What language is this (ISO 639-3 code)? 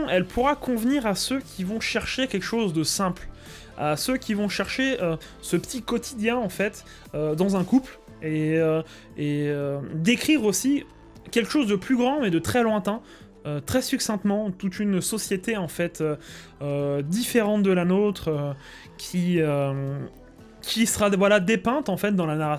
fra